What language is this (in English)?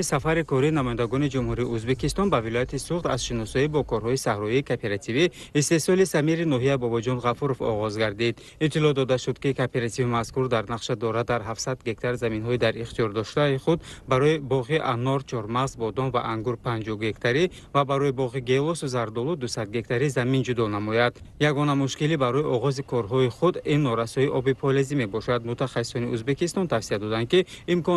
Tajik